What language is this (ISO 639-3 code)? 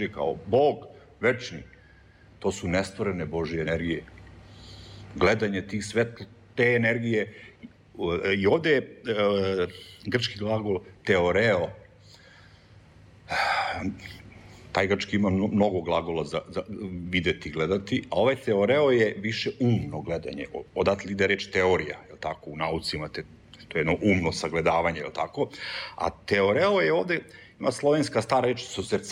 srp